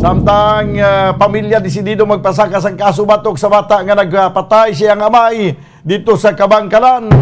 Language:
Hiligaynon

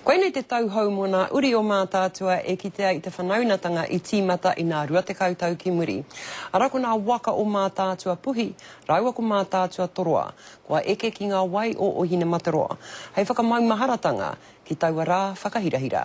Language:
Māori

